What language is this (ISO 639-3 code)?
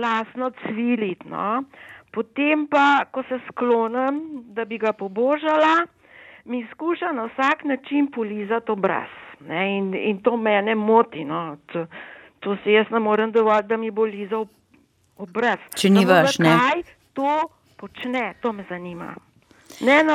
slv